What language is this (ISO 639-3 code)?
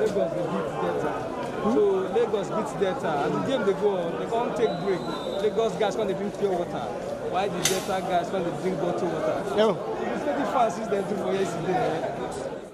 pcm